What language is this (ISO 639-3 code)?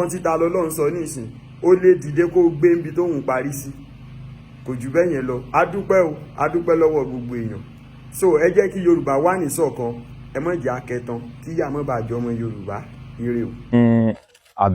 yor